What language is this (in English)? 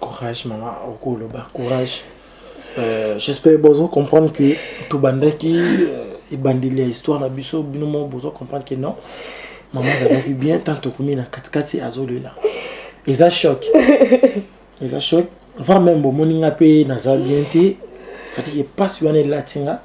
Lingala